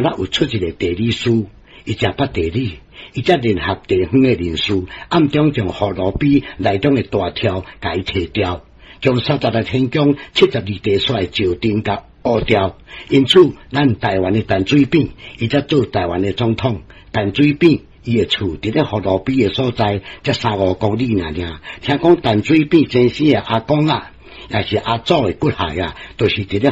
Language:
Min Nan Chinese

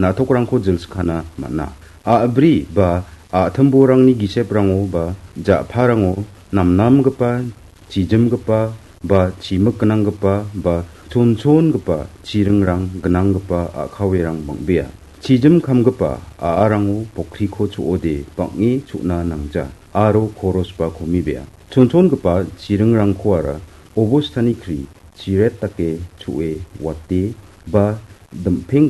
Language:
Garo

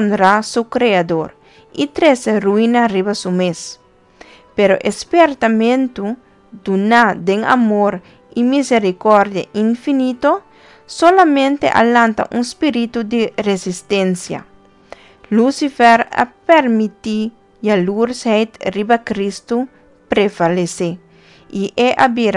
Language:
Papiamento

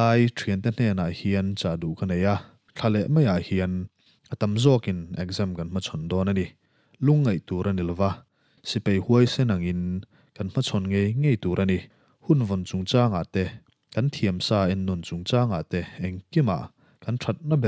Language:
Mizo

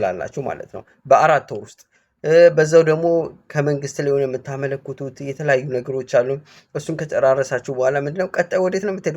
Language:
Amharic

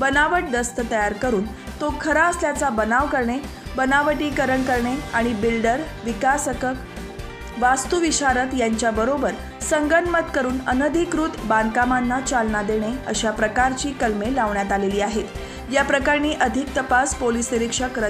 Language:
Marathi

